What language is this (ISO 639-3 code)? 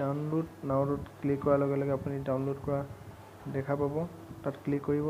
asm